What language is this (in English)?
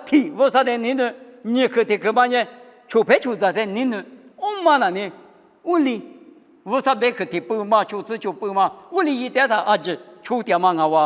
Lisu